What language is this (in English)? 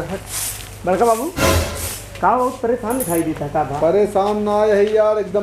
Awadhi